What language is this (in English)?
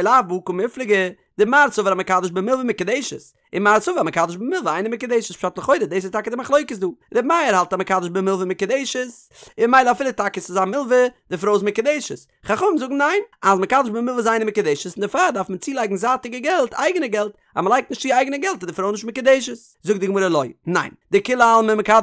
Yiddish